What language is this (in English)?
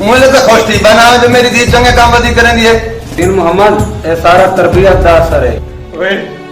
Saraiki